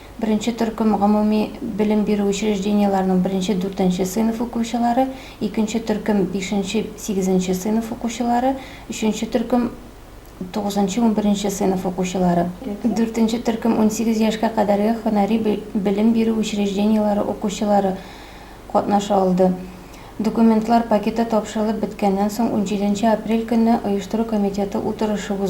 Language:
Tatar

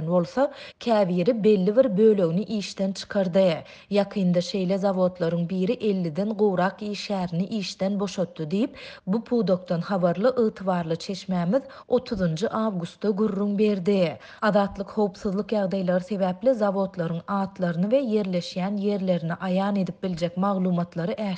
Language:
Turkmen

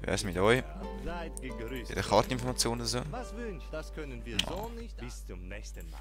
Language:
Swiss German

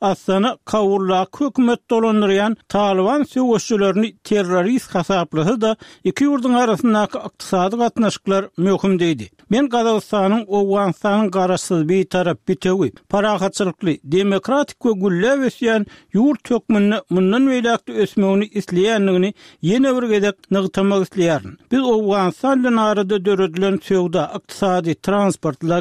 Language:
Turkmen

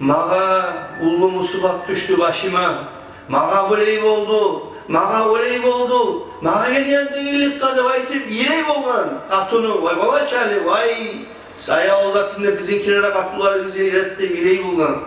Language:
Kumyk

